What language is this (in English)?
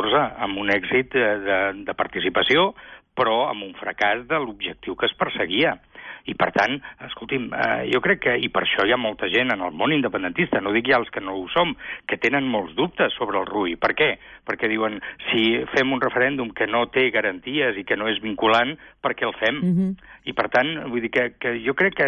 Catalan